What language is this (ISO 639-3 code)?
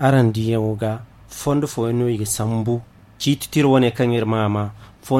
dje